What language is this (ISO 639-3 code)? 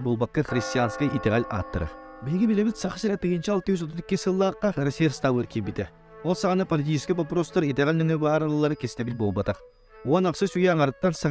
sah